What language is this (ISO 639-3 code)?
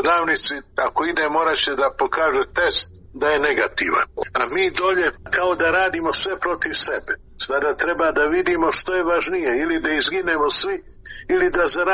srp